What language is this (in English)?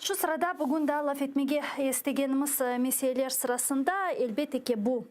Crimean Tatar